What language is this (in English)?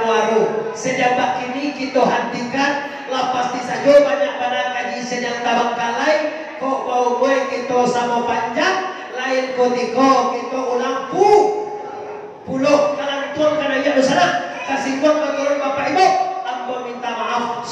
Minangkabau